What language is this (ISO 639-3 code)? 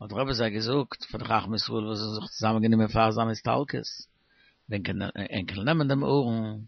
yid